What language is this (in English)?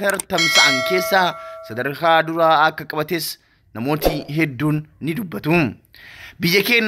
Oromo